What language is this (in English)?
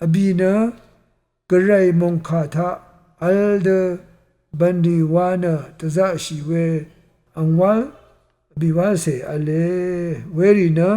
Rawang